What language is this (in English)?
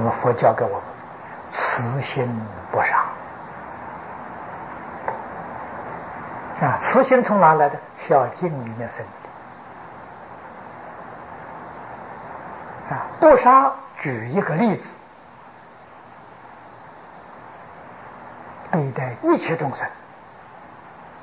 Chinese